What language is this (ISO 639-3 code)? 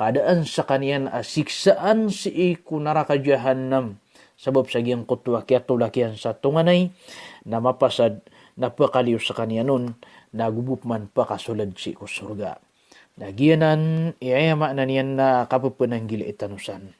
mrw